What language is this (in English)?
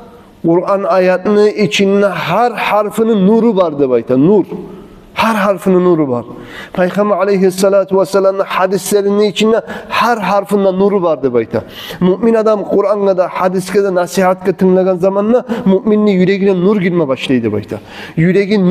Kumyk